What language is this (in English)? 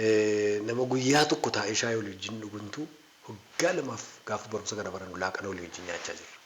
Oromo